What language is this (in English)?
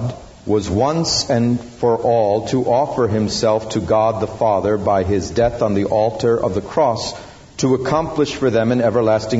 English